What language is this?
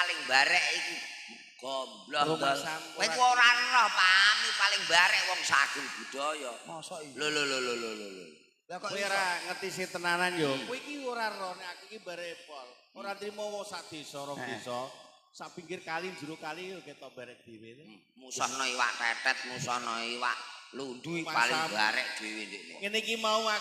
Javanese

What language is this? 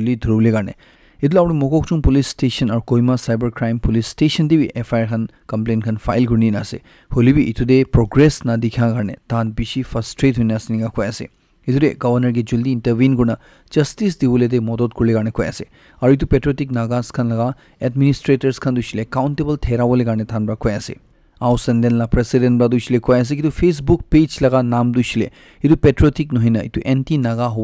Naga Pidgin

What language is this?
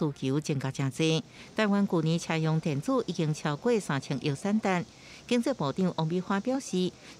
Min Nan Chinese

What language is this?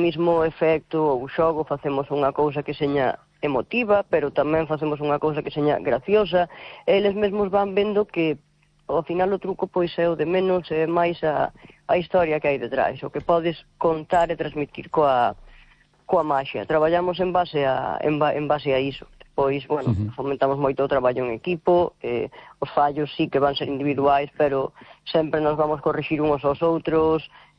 Galician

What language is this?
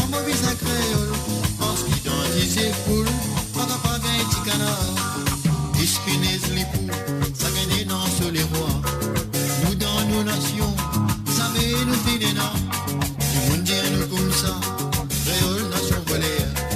Morisyen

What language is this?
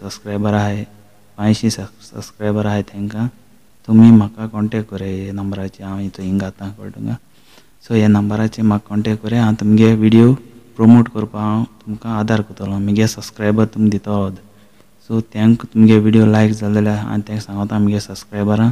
Konkani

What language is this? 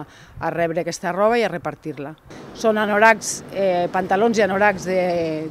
Catalan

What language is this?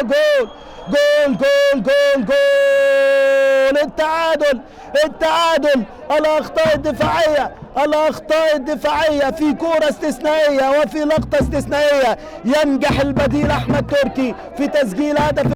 Egyptian Arabic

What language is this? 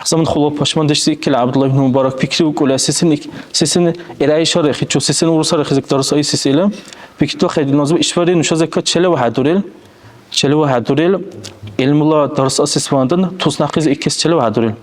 Dargwa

